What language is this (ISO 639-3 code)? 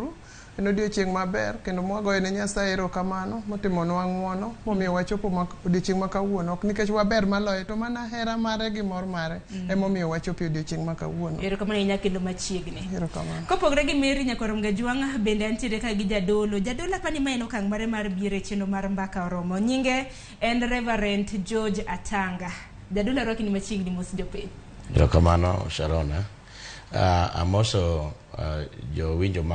luo